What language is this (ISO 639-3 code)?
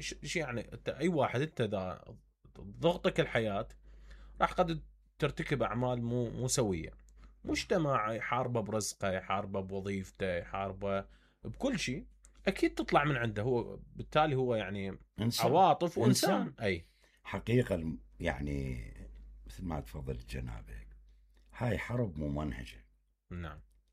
acm